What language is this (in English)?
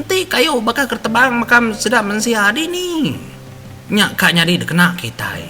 Iban